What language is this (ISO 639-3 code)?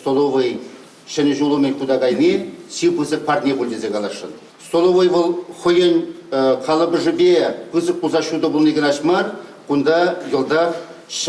chv